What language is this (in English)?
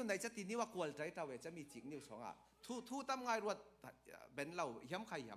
Falam Chin